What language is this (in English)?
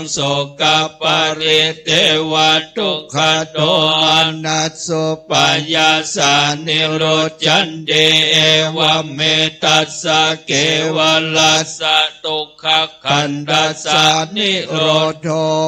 Pali